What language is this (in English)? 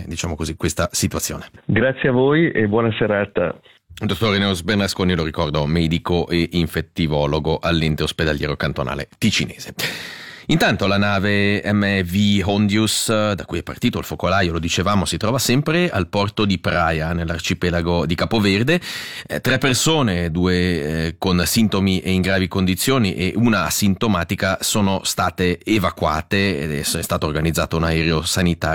Italian